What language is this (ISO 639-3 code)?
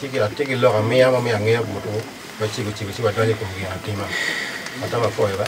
ach